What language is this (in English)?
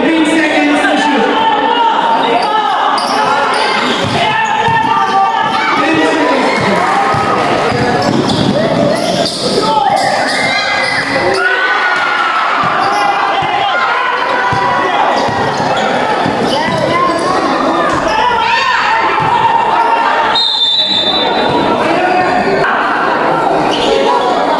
Filipino